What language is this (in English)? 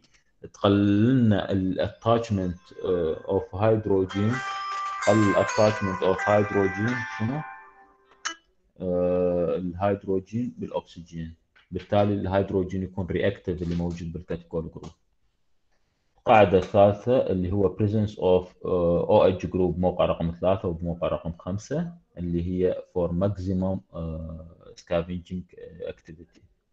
Mesopotamian Arabic